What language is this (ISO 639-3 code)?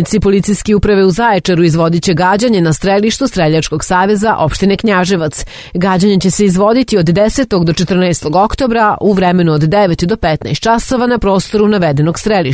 srp